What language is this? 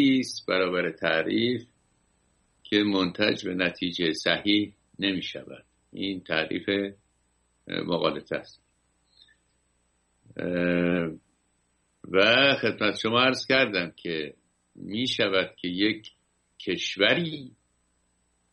Persian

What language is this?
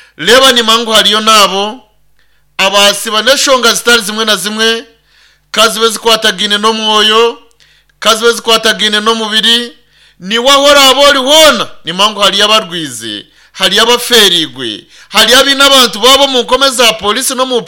Nyankole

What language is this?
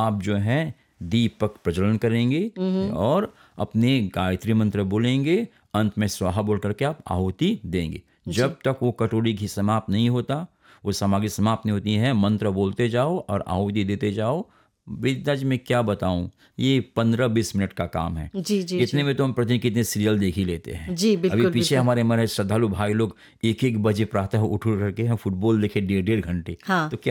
Hindi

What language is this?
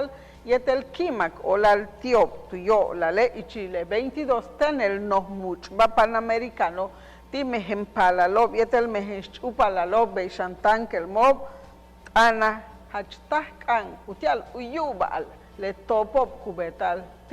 Yucateco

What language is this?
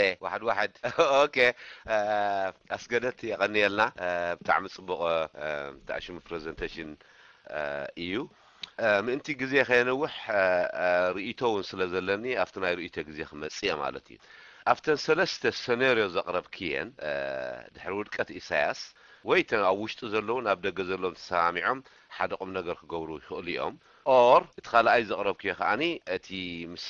Tigrinya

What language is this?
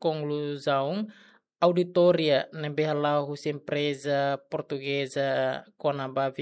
Tetum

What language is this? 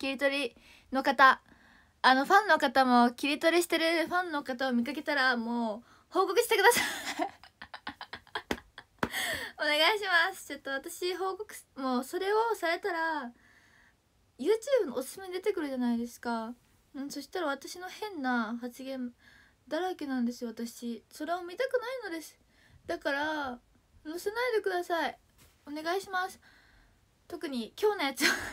Japanese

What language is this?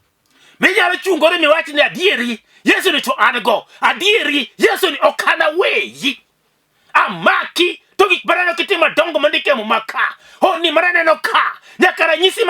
Luo (Kenya and Tanzania)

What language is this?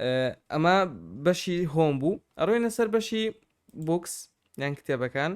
Central Kurdish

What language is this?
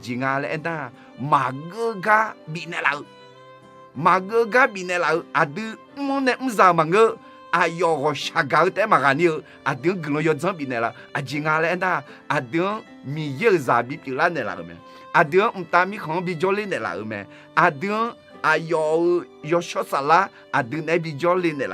Akha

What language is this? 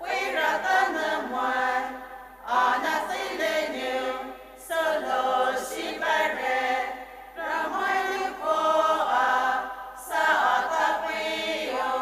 Poumei Naga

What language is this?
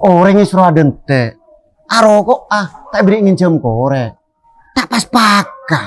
Madurese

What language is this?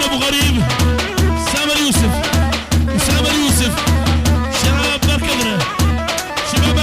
North Mesopotamian Arabic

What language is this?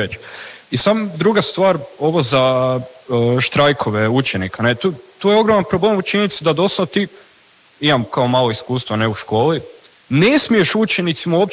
Croatian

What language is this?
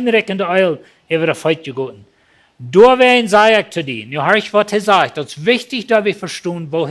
Plautdietsch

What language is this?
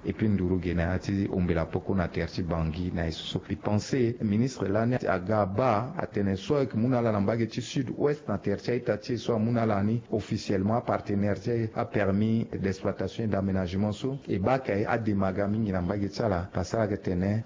Sango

